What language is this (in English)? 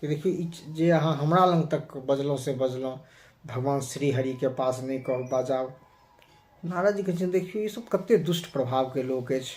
Maithili